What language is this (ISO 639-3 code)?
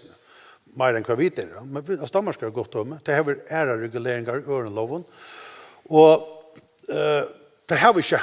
fao